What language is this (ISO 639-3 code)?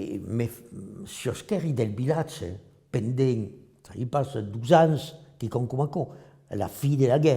oci